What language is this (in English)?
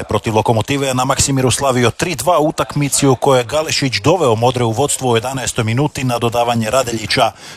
Croatian